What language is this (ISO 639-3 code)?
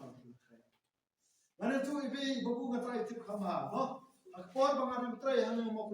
kha